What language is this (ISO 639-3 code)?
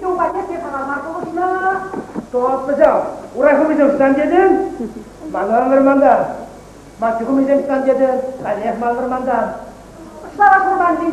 chv